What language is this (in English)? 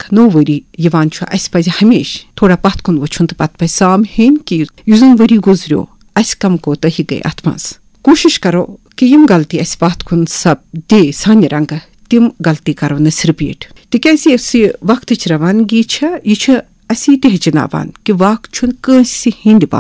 Kashmiri